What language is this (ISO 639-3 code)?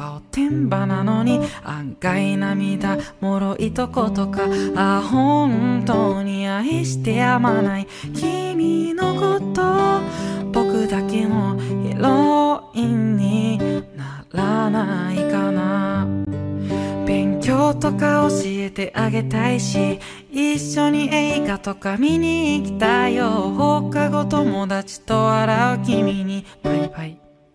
jpn